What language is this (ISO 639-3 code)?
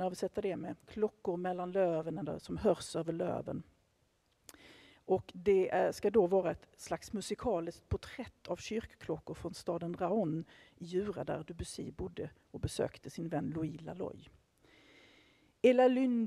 swe